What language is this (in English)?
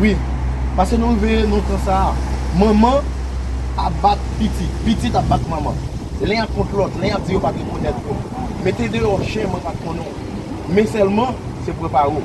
Haitian Creole